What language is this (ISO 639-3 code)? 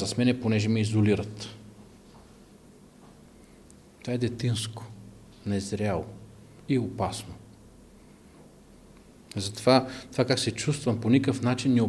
bul